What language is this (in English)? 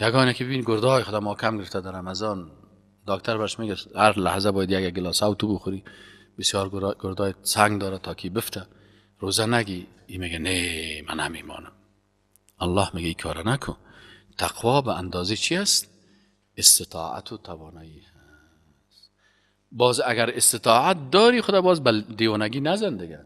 Persian